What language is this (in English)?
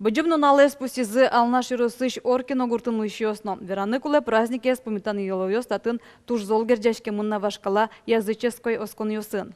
Udmurt